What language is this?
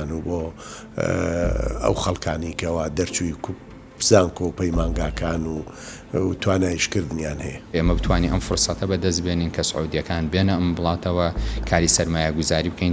Central Kurdish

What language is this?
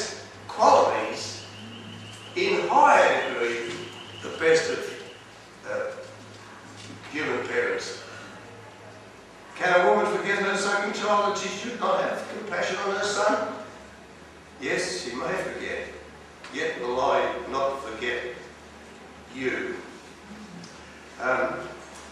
English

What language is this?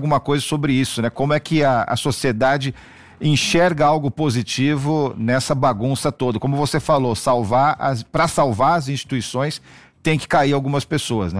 Portuguese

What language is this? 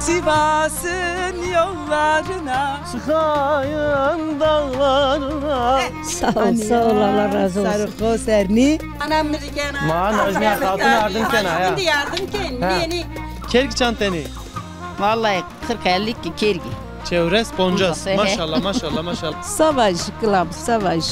Zaza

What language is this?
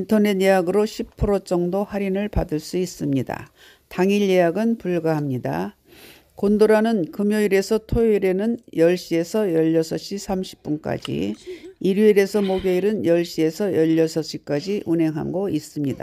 Korean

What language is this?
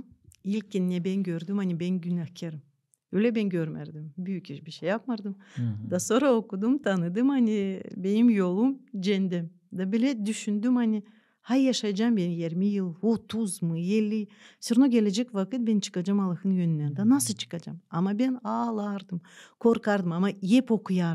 Gagauz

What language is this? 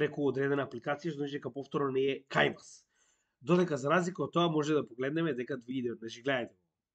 Macedonian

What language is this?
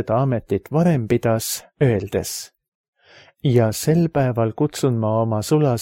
Estonian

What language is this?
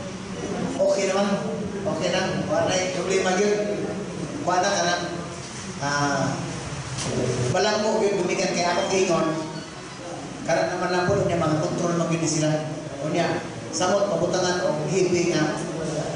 Cebuano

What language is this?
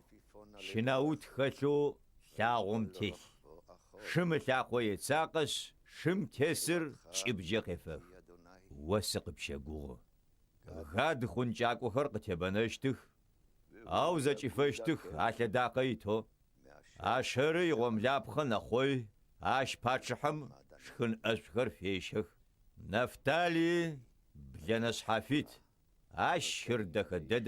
Adyghe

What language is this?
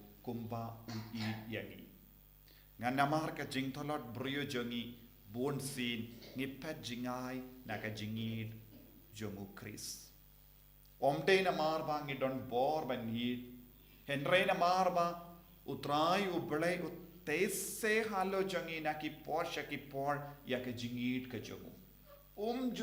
Khasi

